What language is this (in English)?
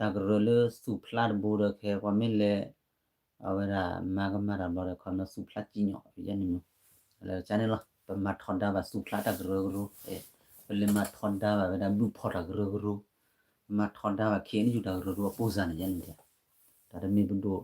S'gaw Karen